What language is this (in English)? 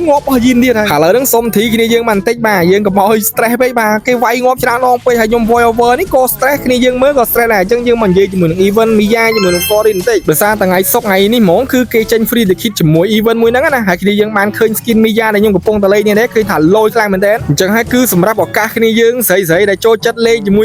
Khmer